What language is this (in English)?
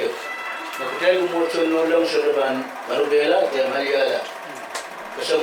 Pohnpeian